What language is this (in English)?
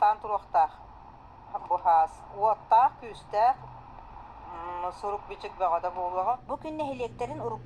Yakut